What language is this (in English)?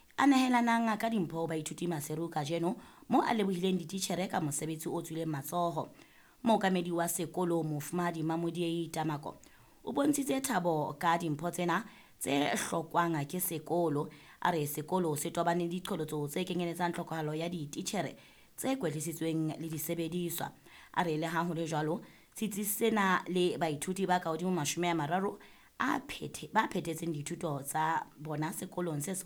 Southern Sotho